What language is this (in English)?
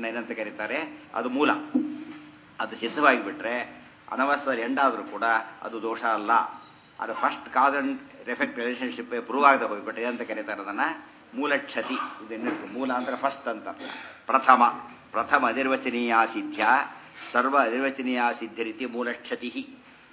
Kannada